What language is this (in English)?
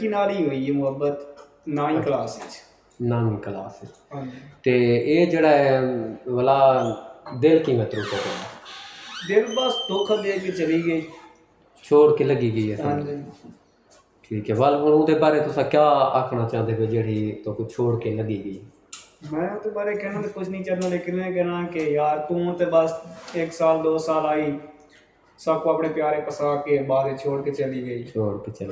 Saraiki